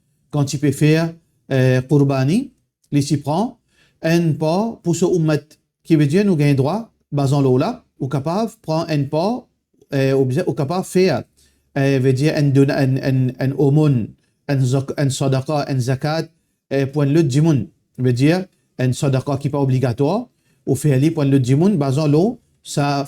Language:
Morisyen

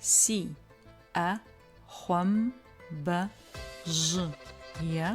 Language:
Adyghe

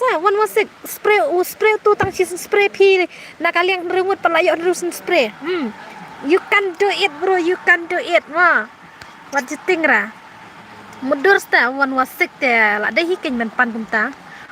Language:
Khasi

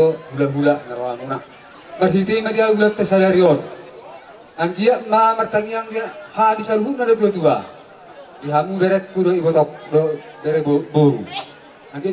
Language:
Batak Toba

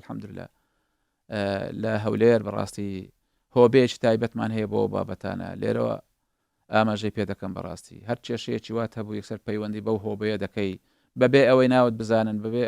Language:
Central Kurdish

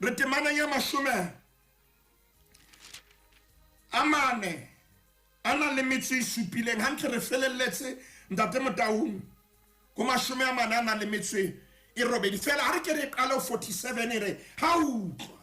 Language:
Southern Sotho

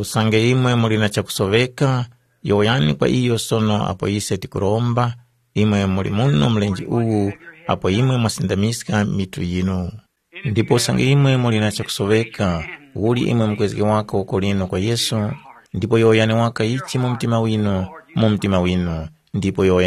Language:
Tumbuka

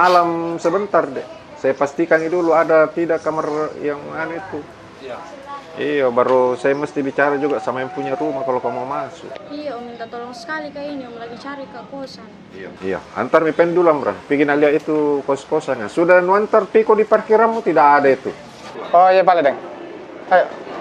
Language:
Makassar Malay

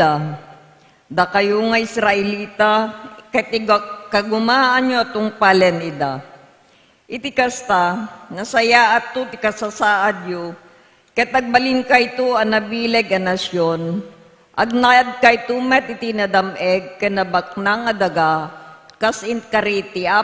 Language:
Iloko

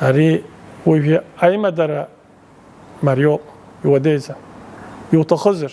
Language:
Abkhazian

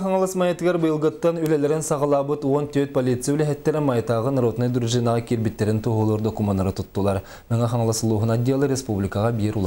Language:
Yakut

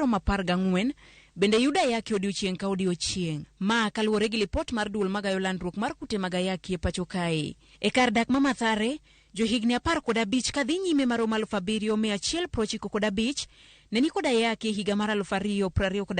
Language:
Luo (Kenya and Tanzania)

